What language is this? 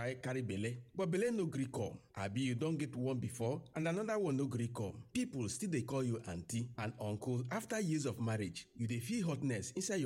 Nigerian Pidgin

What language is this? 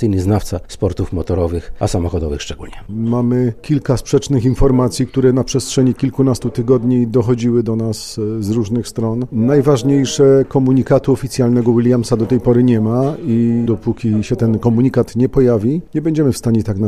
Polish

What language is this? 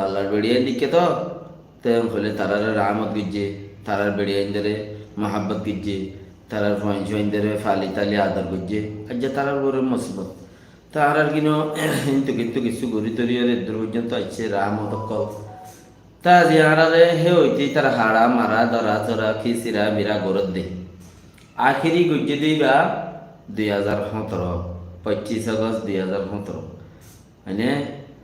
Rohingya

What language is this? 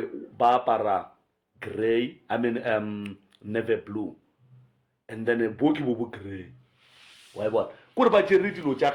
Northern Sotho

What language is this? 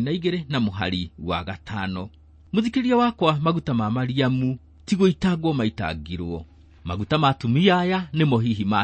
Kikuyu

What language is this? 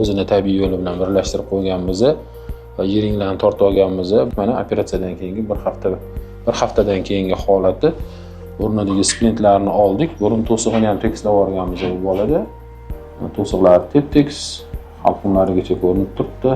Uzbek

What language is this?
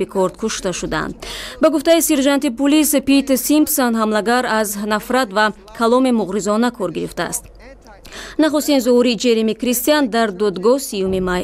Tajik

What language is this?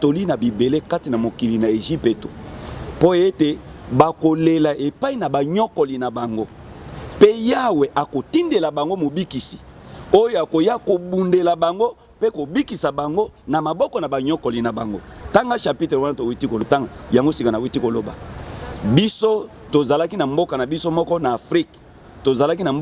Lingala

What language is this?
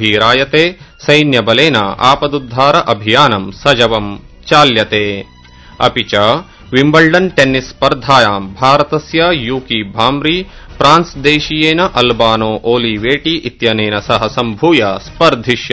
Sanskrit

